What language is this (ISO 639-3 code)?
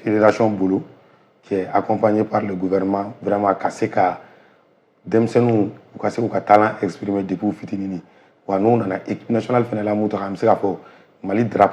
bam